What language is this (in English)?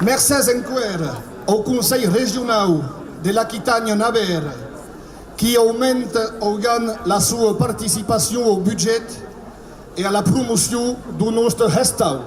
Occitan